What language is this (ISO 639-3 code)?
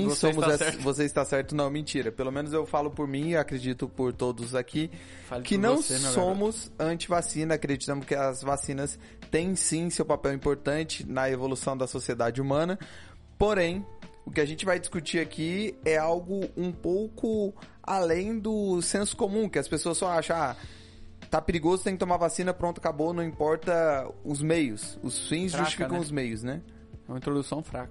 por